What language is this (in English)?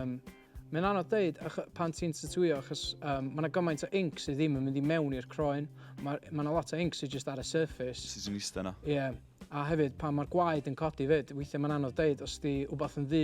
Welsh